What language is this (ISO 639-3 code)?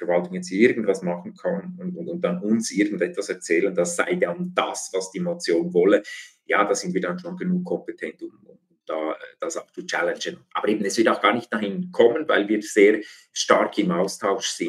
deu